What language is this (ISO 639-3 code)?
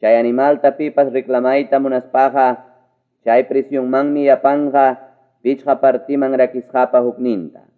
quy